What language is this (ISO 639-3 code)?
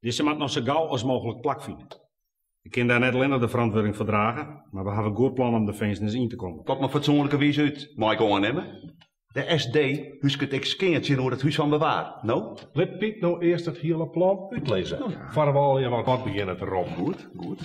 fry